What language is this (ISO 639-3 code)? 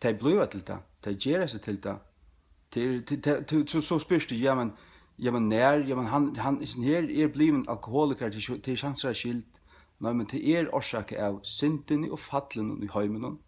fao